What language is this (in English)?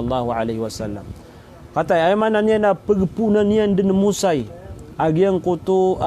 Maranao